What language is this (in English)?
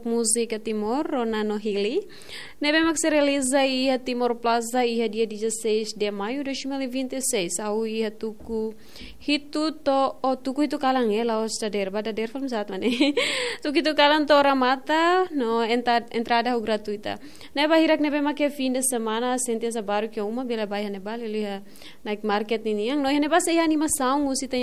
Tetum